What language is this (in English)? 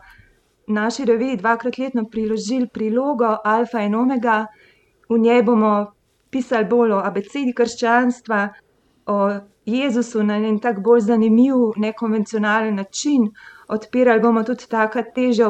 Slovenian